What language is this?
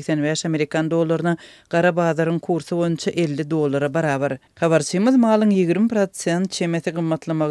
Turkmen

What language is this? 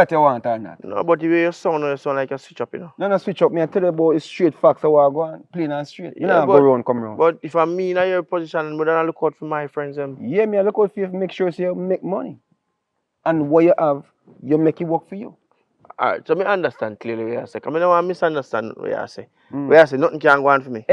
Jamaican Creole English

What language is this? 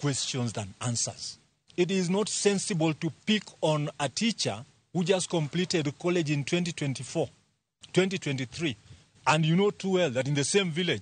Luo (Kenya and Tanzania)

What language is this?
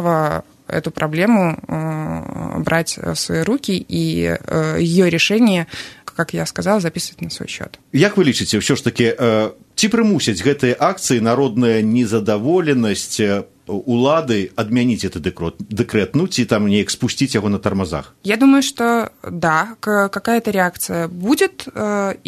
Belarusian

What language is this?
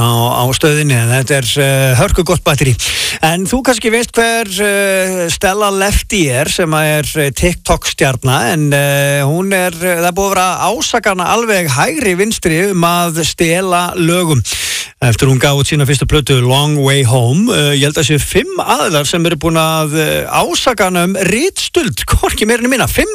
Icelandic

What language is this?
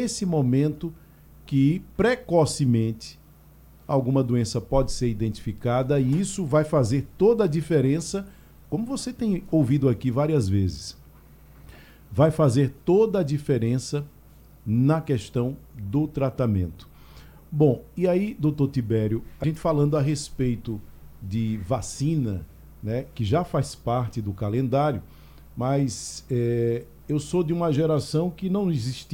Portuguese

